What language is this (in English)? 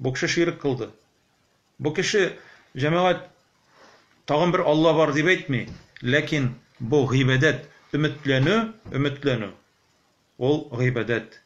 Tatar